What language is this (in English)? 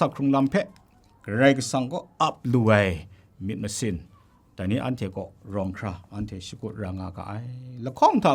Kachin